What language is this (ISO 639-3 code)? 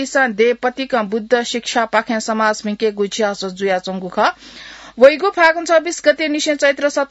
new